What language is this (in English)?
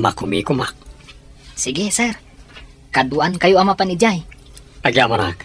Iloko